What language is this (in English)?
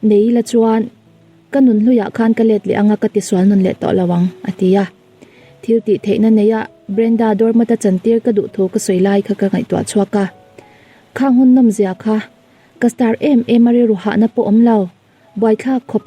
Mizo